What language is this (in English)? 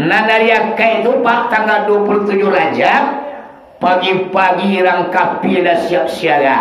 Minangkabau